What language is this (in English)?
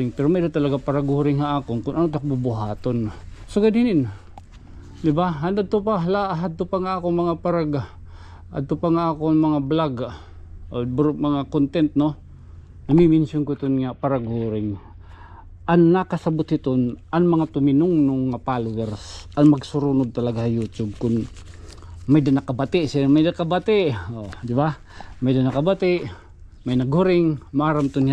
Waray